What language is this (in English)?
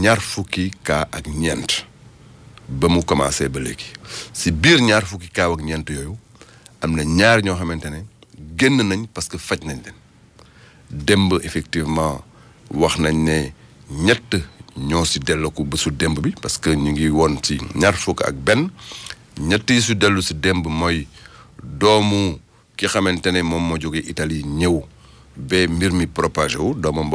Wolof